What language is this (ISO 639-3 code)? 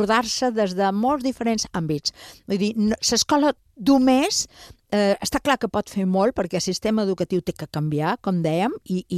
cat